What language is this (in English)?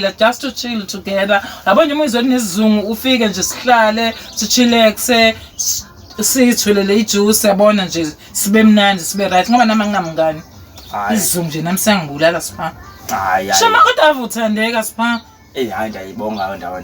Zulu